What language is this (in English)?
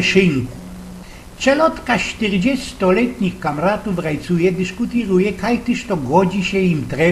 Silesian